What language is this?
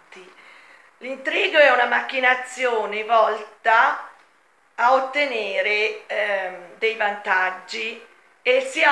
Italian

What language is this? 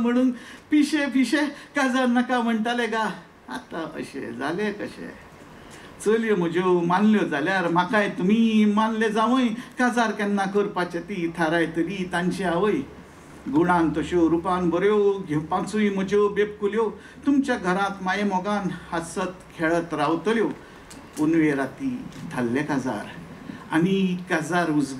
Konkani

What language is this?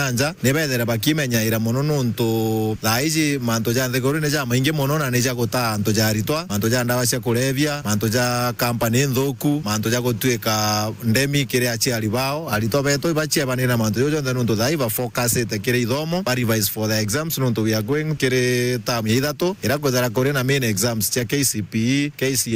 Meru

